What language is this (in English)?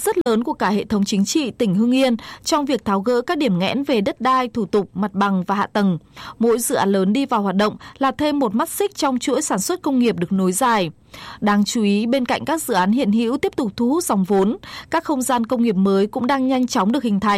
Vietnamese